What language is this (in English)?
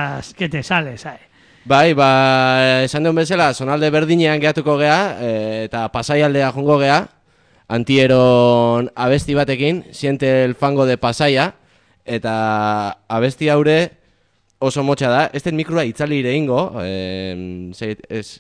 Basque